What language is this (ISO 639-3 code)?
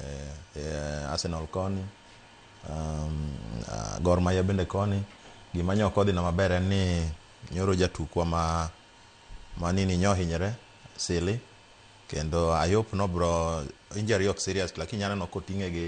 luo